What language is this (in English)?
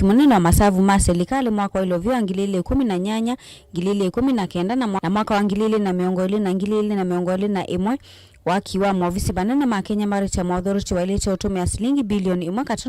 Kamba